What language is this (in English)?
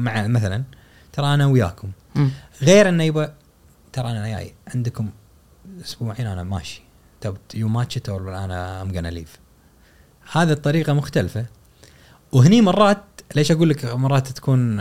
Gulf Arabic